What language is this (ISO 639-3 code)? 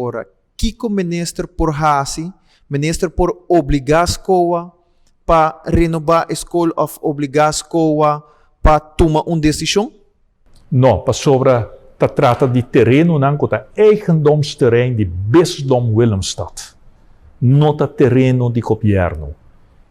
pap